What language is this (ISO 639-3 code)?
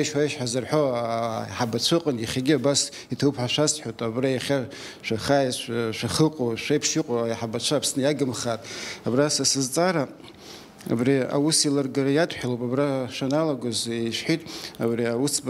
abk